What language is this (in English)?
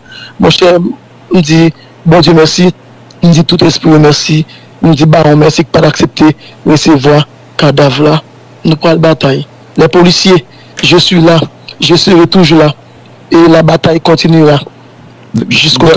Haitian Creole